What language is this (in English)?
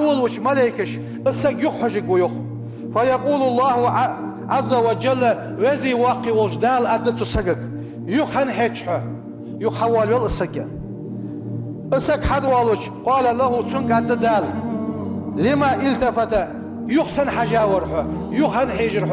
Ingush